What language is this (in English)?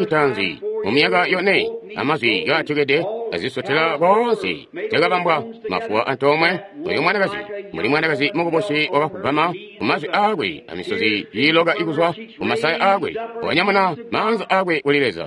Tonga (Zambia)